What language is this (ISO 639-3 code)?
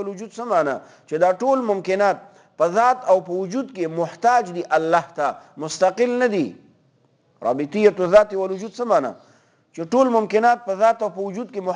pus